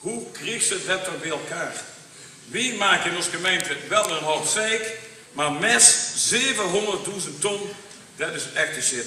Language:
Limburgish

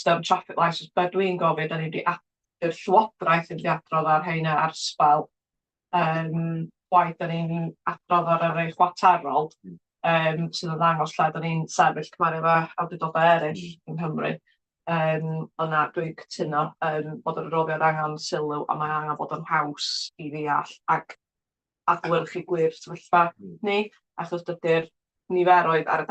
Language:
Welsh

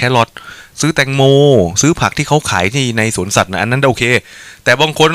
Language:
Thai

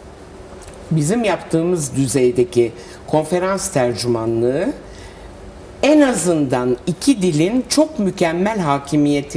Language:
Turkish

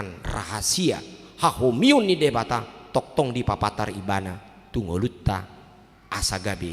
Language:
Batak Toba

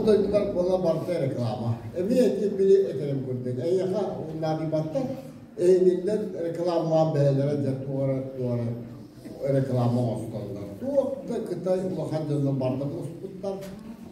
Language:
Yakut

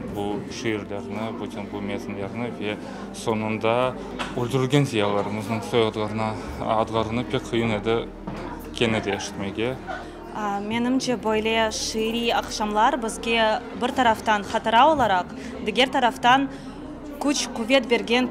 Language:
Crimean Tatar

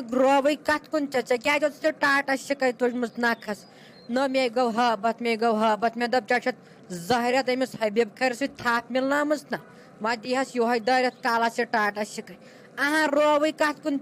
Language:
Kashmiri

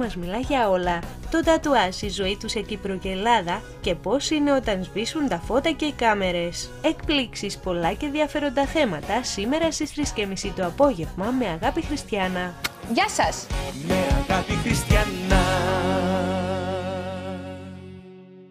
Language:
Greek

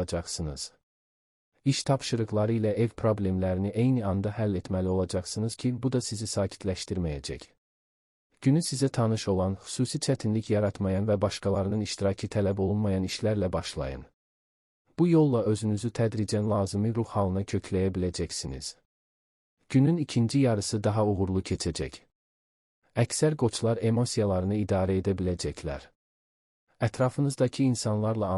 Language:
Azerbaijani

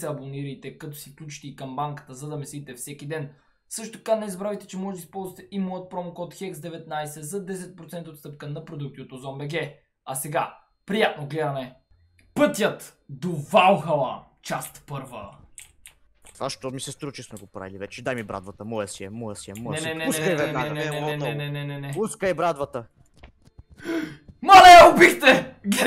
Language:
Bulgarian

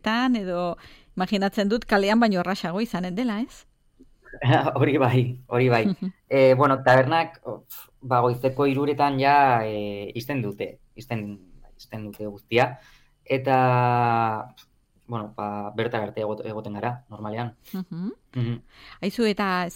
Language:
Basque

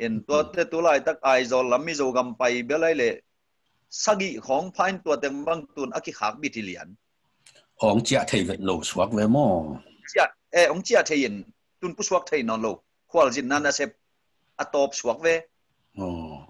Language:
Tedim Chin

